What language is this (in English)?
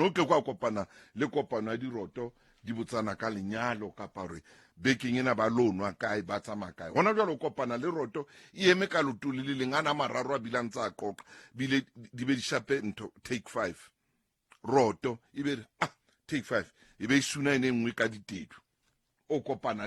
Southern Sotho